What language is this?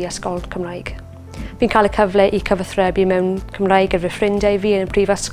Welsh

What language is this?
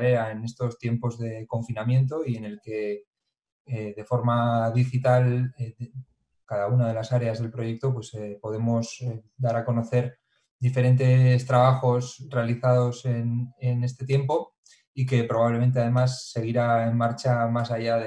Spanish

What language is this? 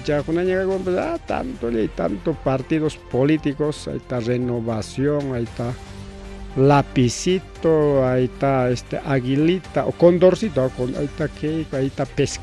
Ayacucho Quechua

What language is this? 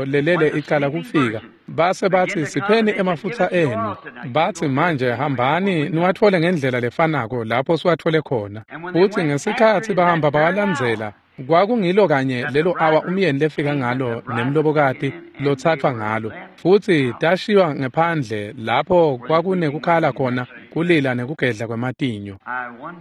Swati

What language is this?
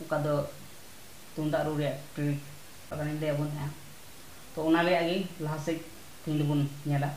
Santali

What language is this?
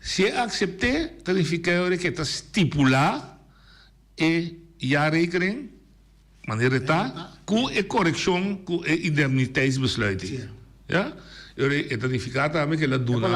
Papiamento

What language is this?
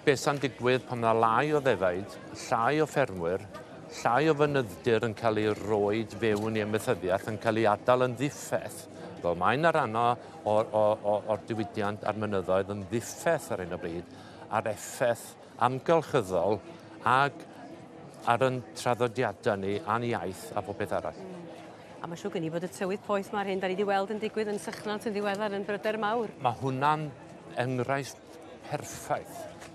Welsh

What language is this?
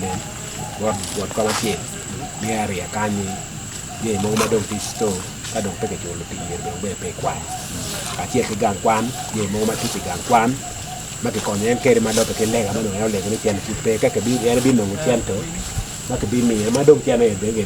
Acoli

